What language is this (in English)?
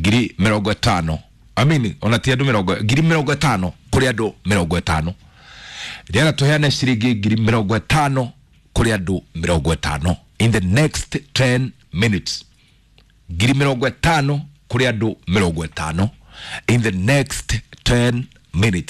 Kikuyu